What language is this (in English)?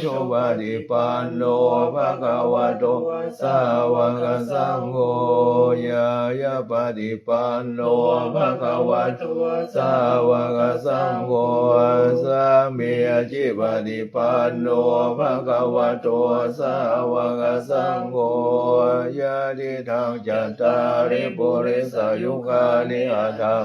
Pali